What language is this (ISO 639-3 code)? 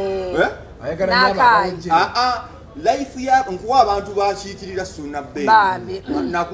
lug